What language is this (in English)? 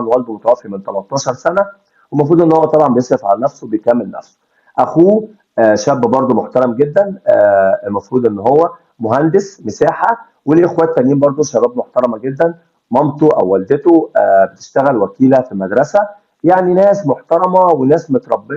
Egyptian Arabic